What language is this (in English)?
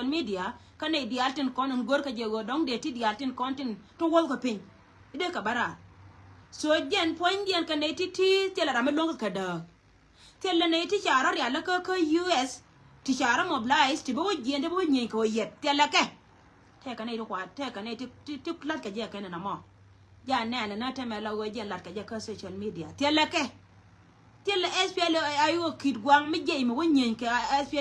Nuer